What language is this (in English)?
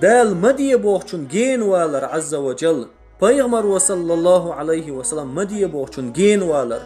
Chechen